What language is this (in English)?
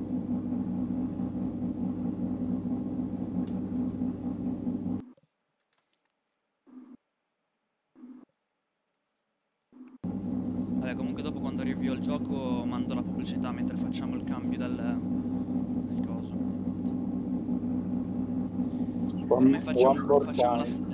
Italian